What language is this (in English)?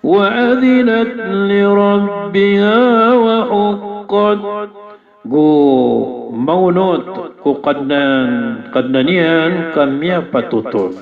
Maranao